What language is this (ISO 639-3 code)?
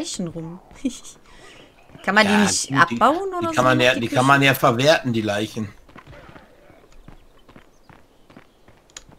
deu